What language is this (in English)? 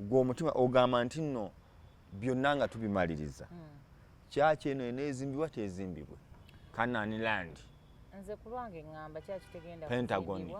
Ganda